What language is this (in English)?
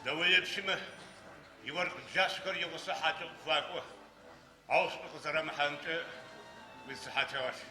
Adyghe